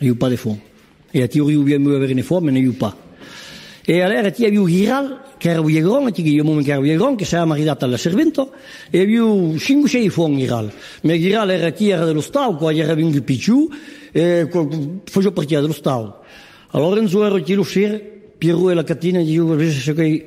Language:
Occitan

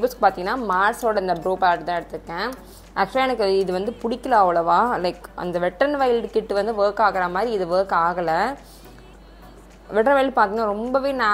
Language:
Tamil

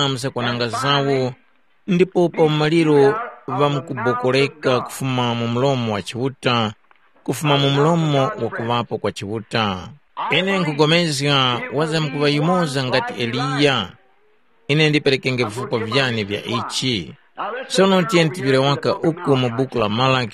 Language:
Tumbuka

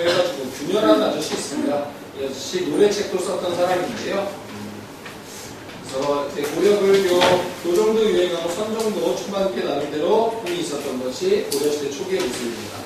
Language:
Korean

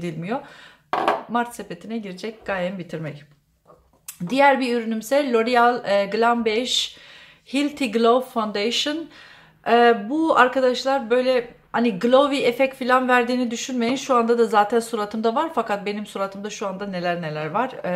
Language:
Turkish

